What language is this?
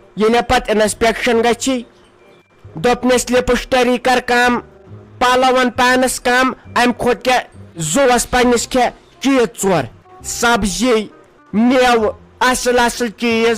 Kashmiri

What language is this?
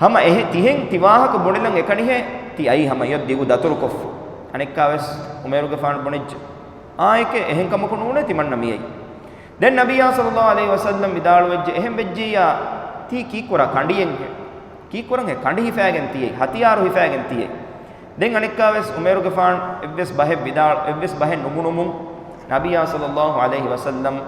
Divehi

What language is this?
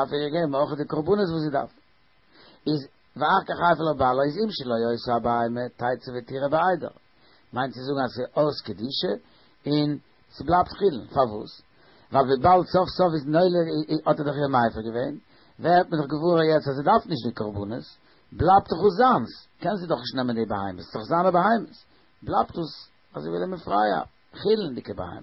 Yiddish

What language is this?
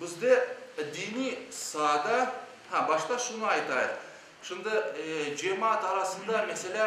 Crimean Tatar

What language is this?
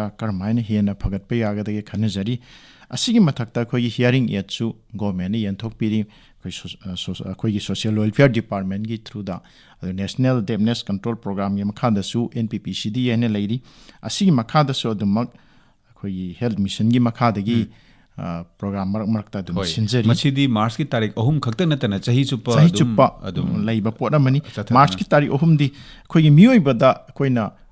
Manipuri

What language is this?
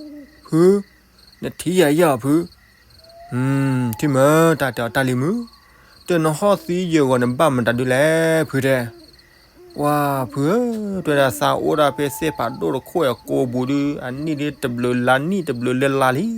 S'gaw Karen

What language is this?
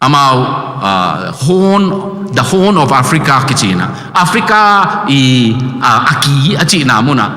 Tedim Chin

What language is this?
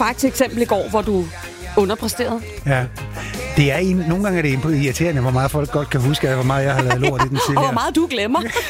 Danish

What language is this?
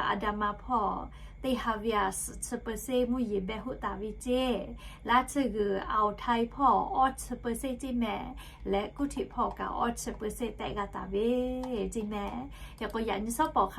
Lahu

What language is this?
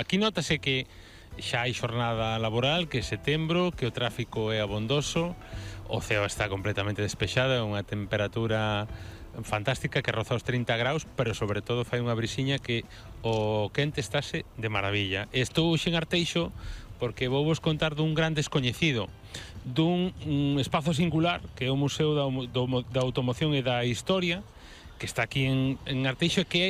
Galician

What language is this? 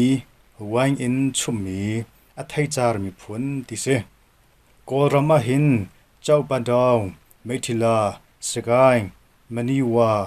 Hakha Chin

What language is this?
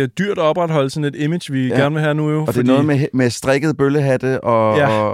Danish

